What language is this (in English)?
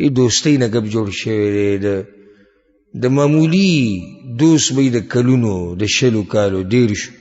Pashto